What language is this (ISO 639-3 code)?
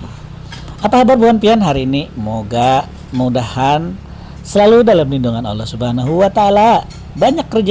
bjn